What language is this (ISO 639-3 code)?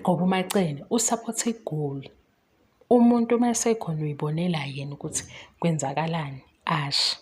zul